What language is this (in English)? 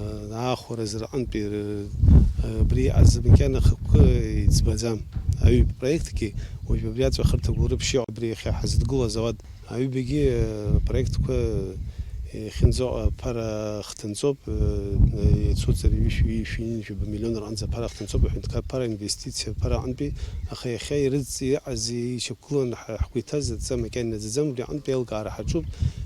Abkhazian